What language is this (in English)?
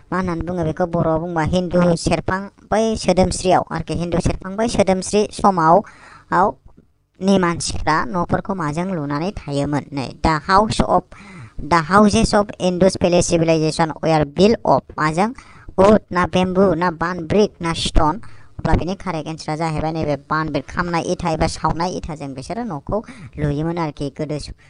Bodo